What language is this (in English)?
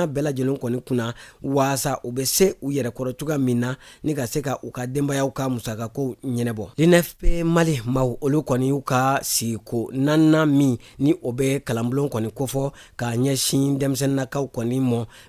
Bambara